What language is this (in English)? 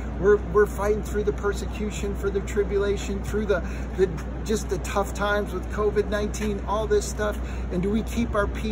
English